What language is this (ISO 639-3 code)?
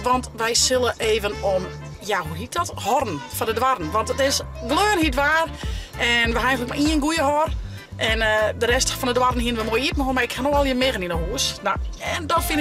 fry